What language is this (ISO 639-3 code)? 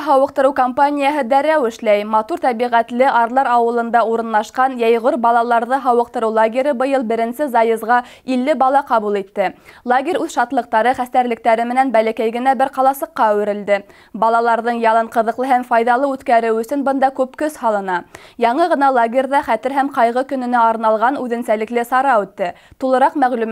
bak